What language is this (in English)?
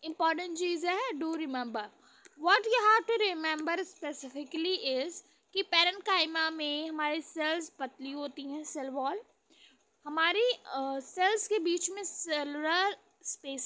Hindi